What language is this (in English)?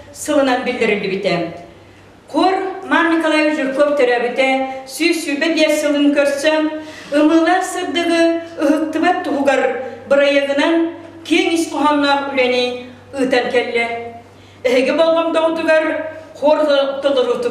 Yakut